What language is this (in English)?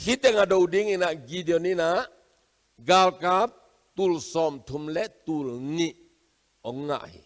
Tedim Chin